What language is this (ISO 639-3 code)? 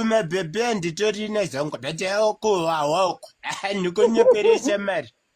sna